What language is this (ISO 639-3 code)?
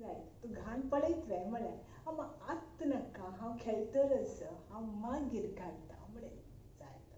kok